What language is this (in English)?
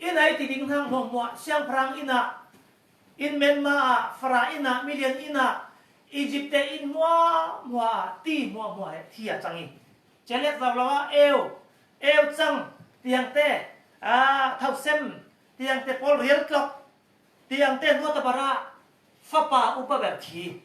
Falam Chin